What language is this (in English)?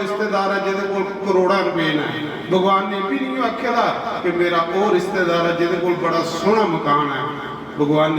Dogri